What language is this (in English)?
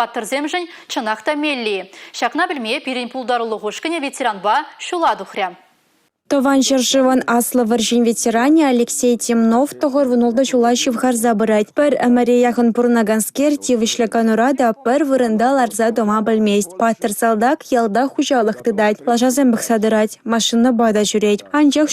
Chuvash